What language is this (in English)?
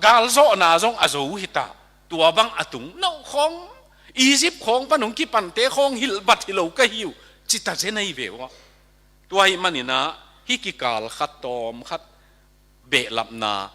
Tedim Chin